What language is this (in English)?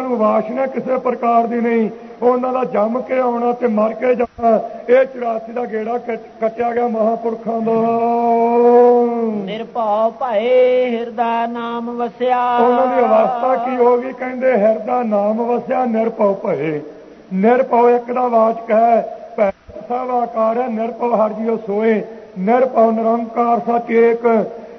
Punjabi